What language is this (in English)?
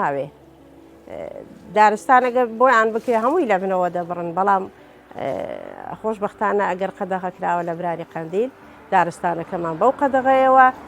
Central Kurdish